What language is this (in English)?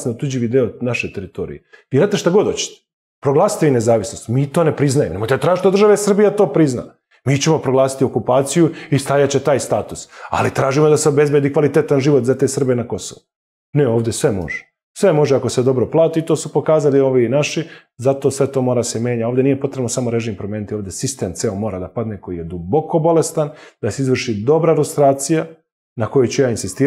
Serbian